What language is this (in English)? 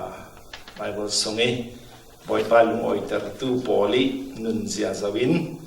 Falam Chin